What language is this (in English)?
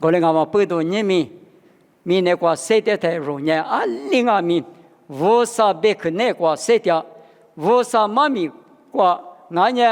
Lisu